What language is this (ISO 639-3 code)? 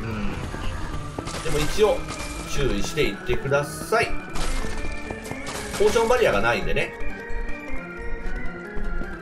jpn